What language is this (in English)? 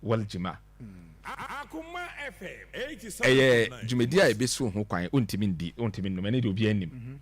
Akan